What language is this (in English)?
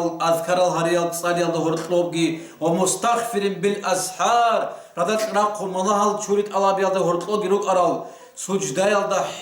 Avaric